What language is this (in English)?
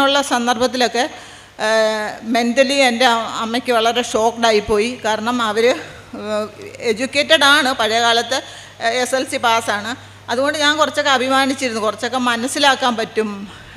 Malayalam